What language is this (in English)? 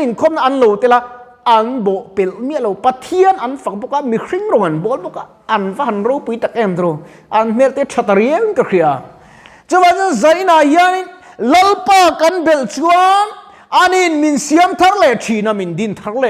Mizo